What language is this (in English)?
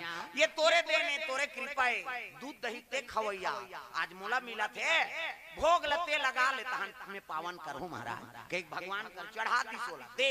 Chhattisgarhi